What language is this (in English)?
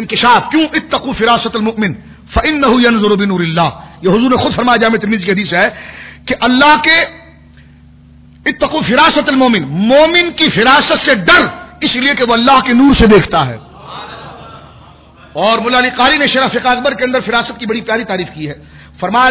Urdu